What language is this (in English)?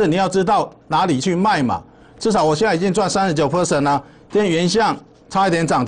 Chinese